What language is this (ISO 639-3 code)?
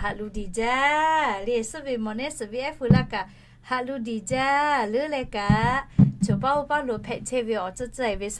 lhu